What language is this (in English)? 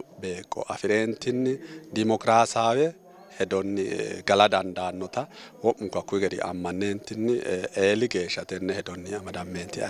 Sidamo